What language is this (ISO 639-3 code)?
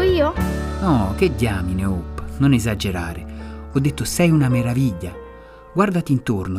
ita